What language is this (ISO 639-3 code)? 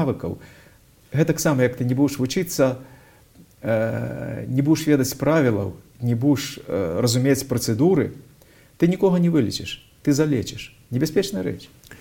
bel